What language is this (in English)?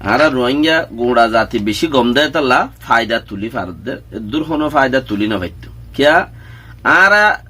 Rohingya